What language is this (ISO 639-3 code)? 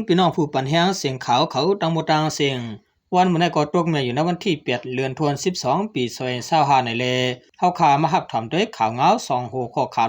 shn